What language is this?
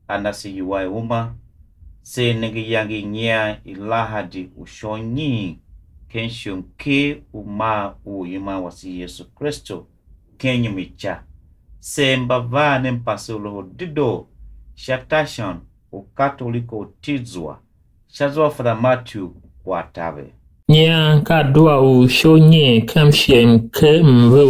Tiv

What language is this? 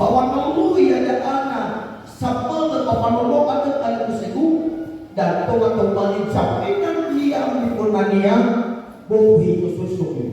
Nias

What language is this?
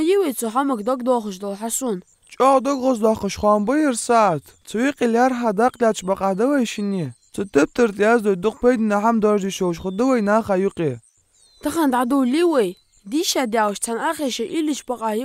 Ingush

